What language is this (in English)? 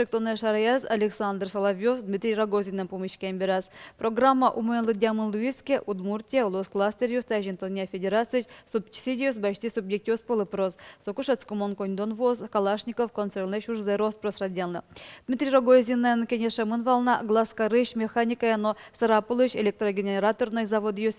Udmurt